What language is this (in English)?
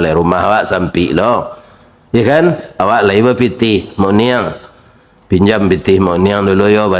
Minangkabau